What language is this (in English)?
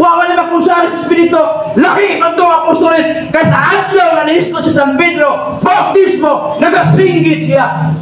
Cebuano